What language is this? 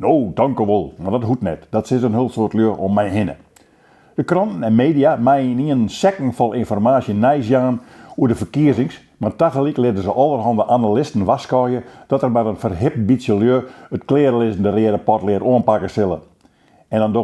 Western Frisian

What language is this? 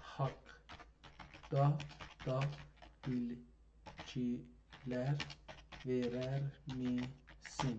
South Azerbaijani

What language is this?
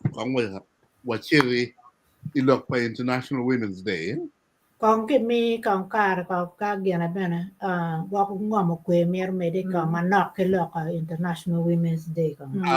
Acoli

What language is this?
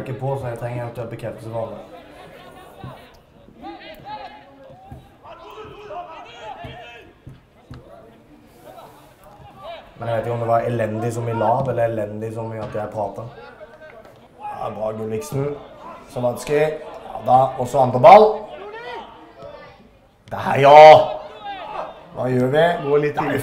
Norwegian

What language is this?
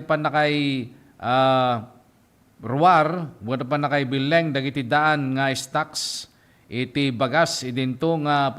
Iloko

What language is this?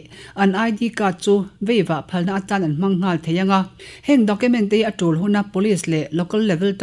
Mizo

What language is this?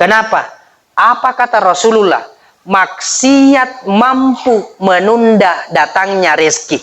Buginese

